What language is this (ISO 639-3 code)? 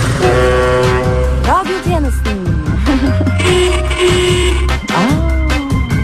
nor